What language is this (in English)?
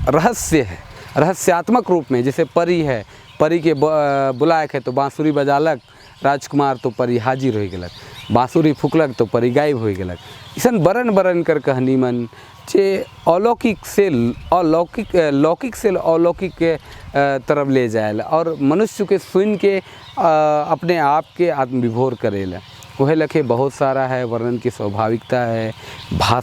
Sadri